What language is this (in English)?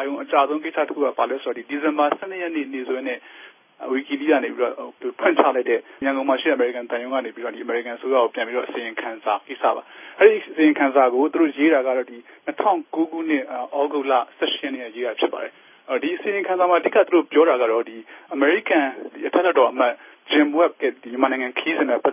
Burmese